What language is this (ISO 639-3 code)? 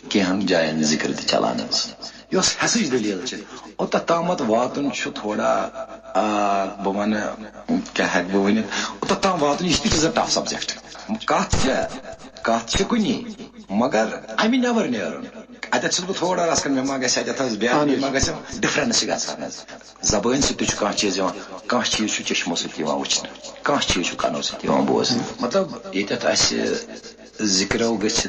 kas